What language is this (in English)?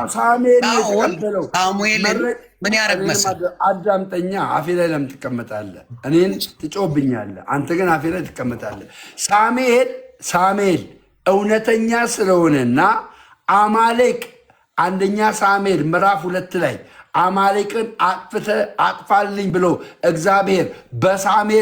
Amharic